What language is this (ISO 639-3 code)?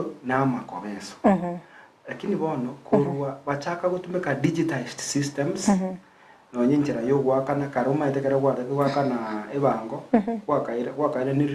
guz